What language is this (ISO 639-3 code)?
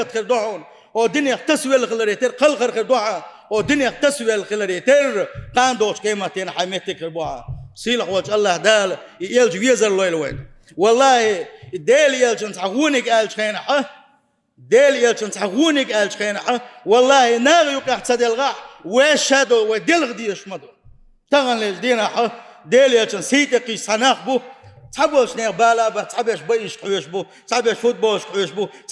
che